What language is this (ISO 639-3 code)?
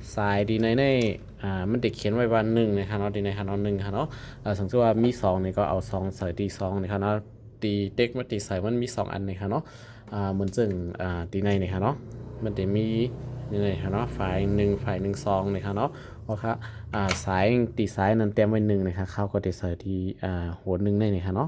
shn